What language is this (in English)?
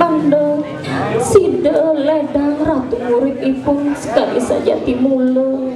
Balinese